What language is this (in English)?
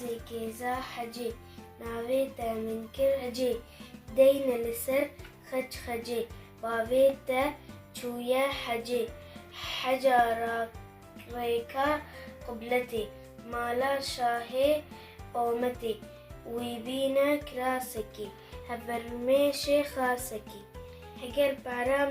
Kurdish